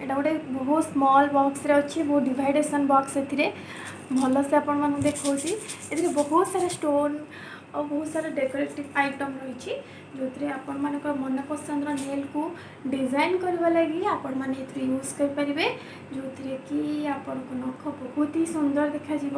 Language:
Odia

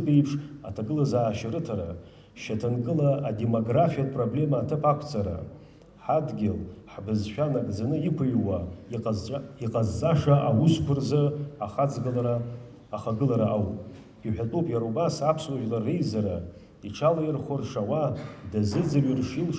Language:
Abkhazian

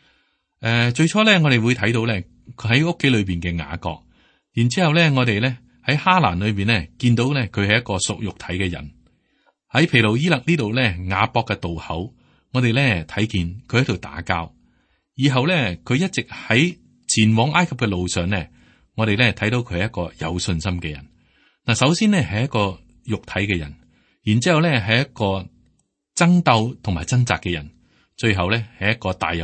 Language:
Cantonese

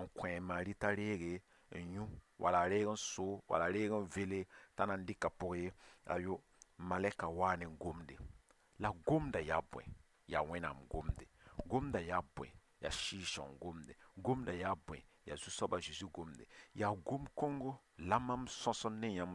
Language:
Mossi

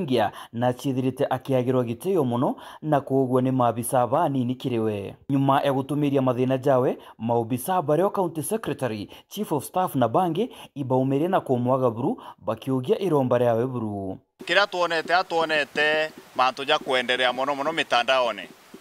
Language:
Meru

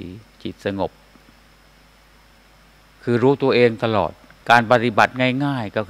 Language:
Thai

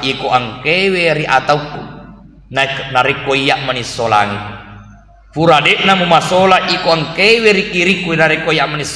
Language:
Buginese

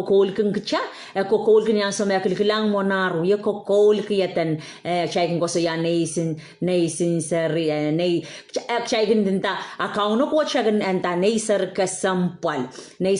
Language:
Pohnpeian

